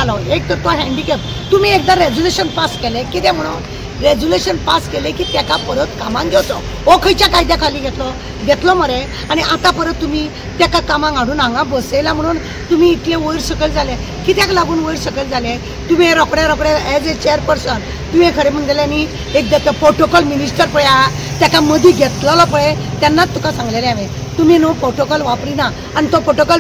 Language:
Konkani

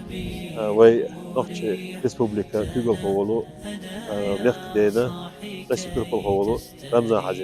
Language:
Chechen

